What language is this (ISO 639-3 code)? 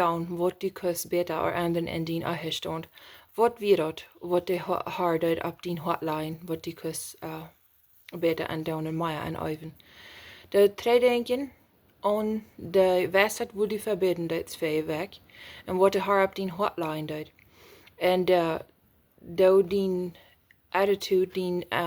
pdt